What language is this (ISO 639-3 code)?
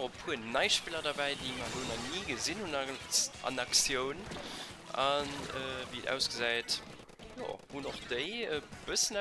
ltz